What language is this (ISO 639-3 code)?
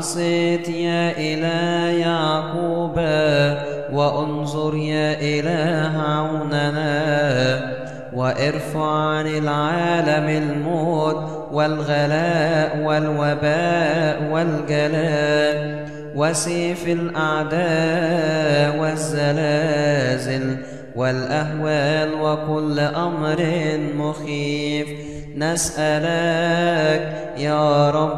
ara